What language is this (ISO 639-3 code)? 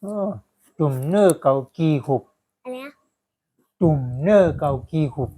shn